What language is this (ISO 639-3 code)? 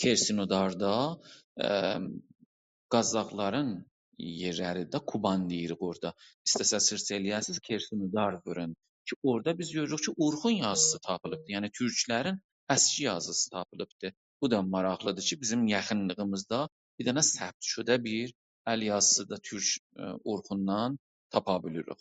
azb